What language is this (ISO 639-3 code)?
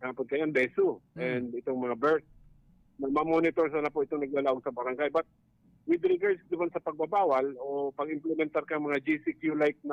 bik